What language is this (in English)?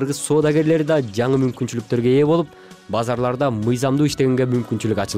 Kyrgyz